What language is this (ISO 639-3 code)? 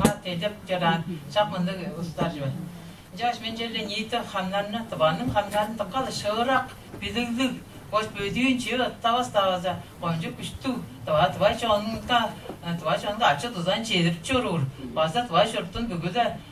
tyv